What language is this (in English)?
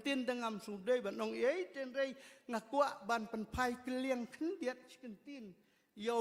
Khasi